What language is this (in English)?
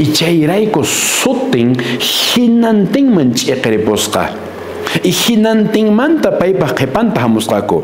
Quechua